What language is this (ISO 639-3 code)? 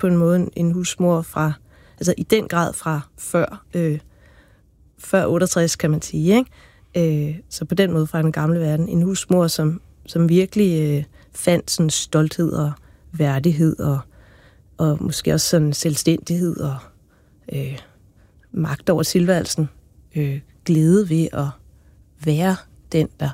dan